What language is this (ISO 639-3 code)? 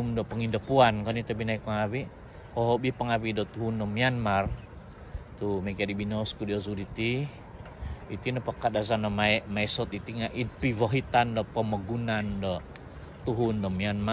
dtp